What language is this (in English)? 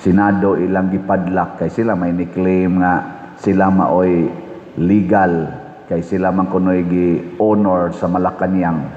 Cebuano